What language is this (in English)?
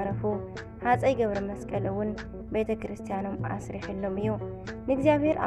Tigrinya